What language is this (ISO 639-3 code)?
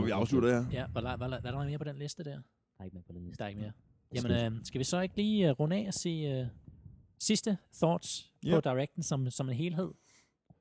dan